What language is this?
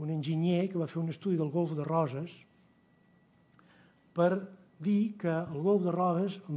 Catalan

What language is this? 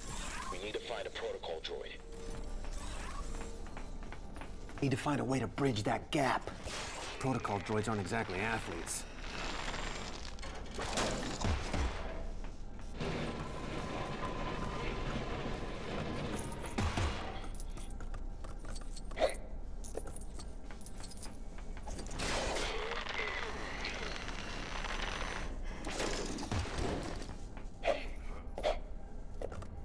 English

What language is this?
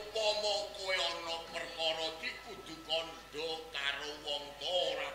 Javanese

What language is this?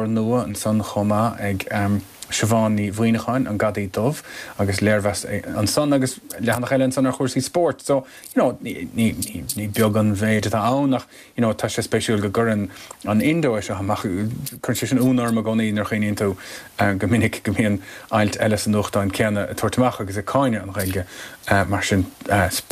Irish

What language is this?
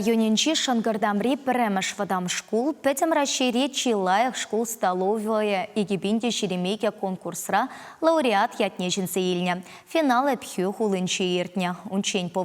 Chuvash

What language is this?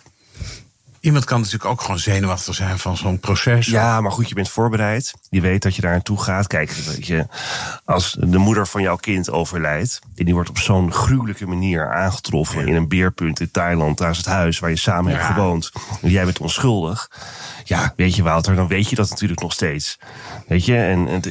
Dutch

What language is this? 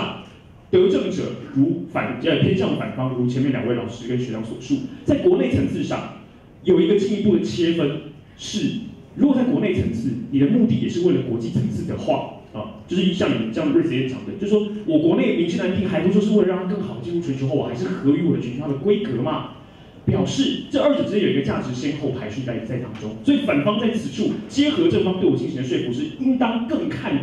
Chinese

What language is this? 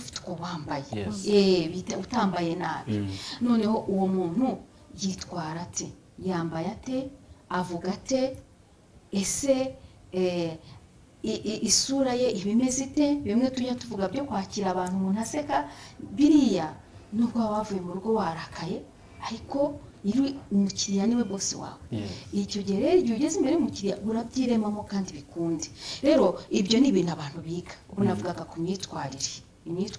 Kinyarwanda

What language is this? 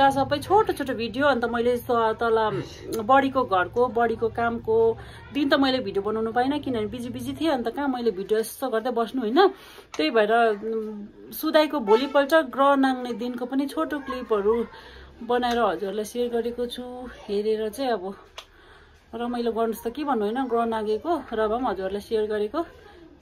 Nepali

